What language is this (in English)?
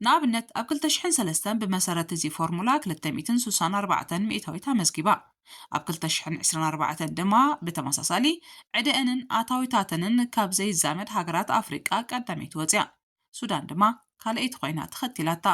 Tigrinya